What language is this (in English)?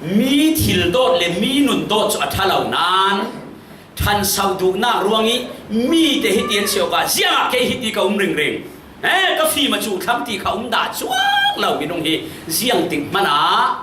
Falam Chin